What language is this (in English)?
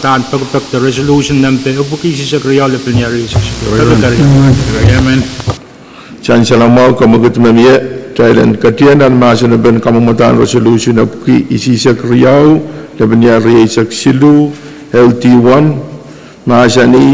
Pohnpeian